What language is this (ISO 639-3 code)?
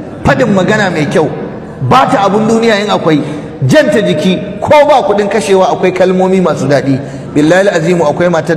hau